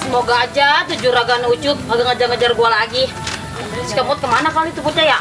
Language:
Betawi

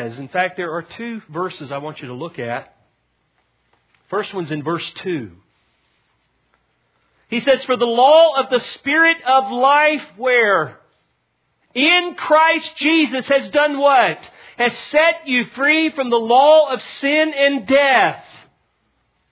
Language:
English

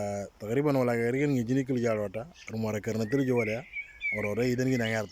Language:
Moro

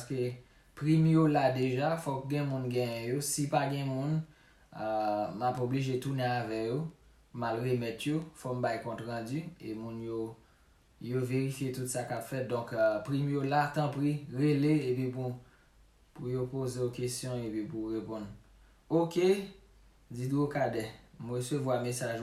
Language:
Haitian Creole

